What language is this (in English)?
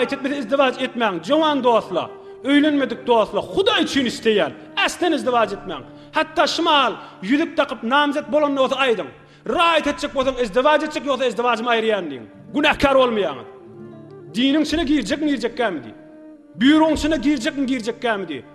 Turkmen